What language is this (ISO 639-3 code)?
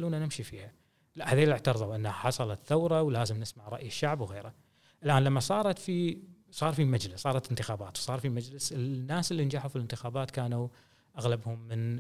afb